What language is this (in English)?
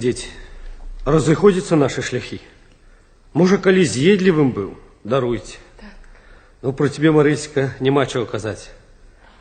Belarusian